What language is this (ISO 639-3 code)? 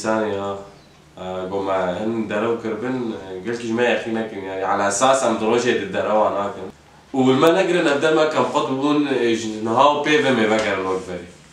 kur